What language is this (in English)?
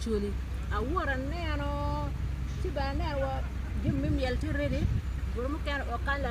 Acoli